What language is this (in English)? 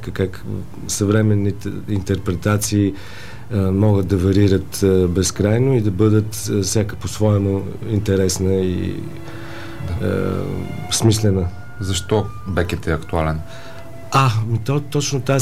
Bulgarian